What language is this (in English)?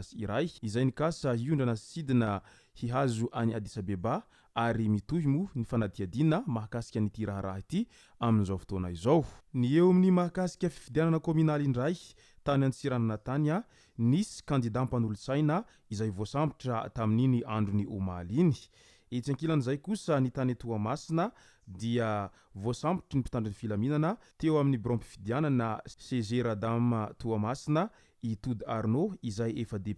Malagasy